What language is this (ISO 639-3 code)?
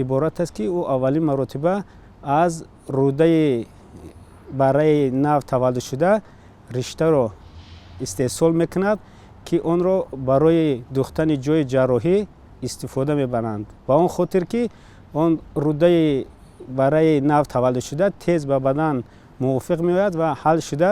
tgk